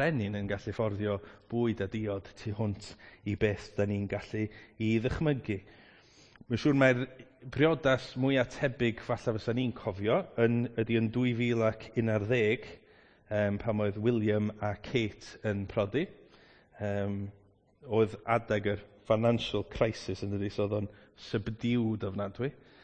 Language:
Welsh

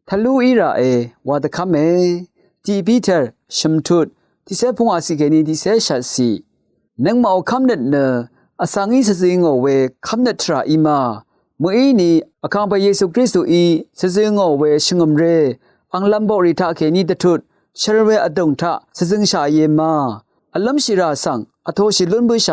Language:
Rawang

